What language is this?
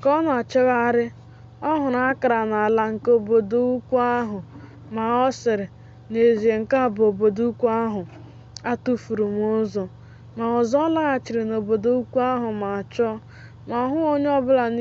Igbo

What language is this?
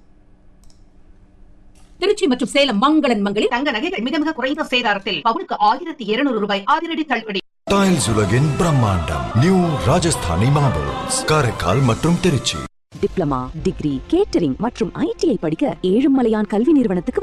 Tamil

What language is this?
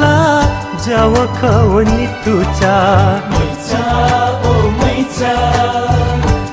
Newari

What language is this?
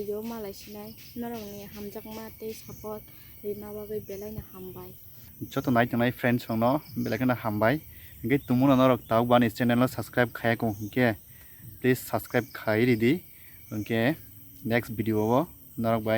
Kok Borok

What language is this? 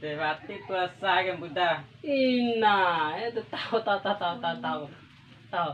Bima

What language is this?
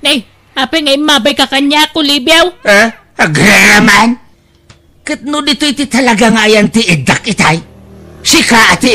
Iloko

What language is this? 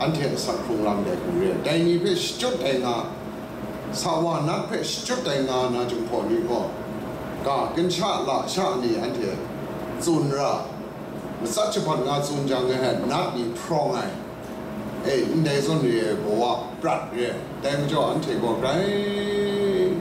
Kachin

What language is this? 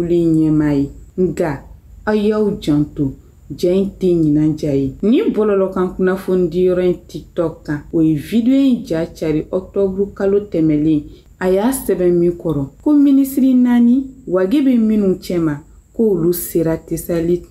Bambara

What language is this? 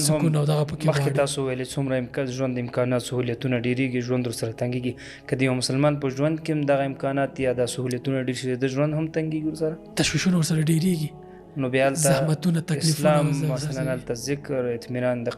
Pashto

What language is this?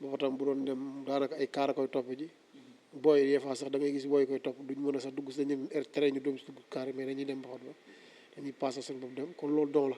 Wolof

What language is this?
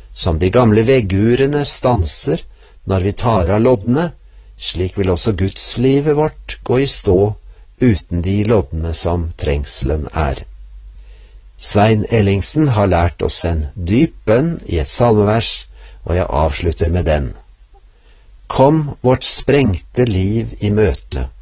Norwegian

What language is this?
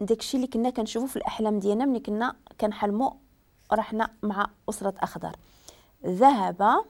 Moroccan Arabic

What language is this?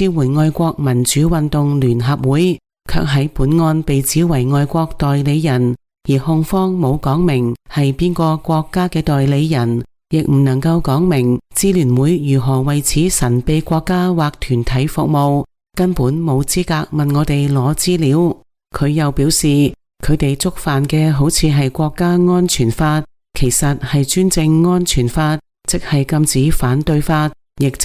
Cantonese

